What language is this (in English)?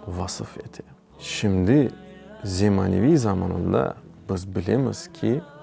Crimean Tatar